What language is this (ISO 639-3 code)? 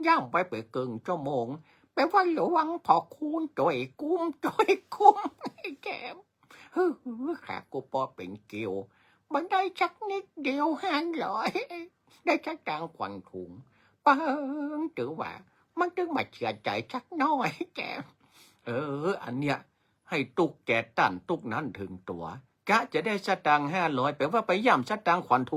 nod